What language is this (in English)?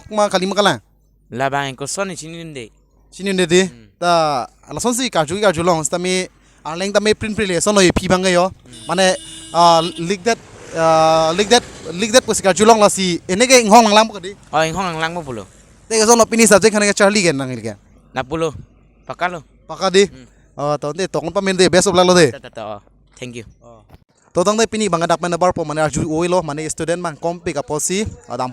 Karbi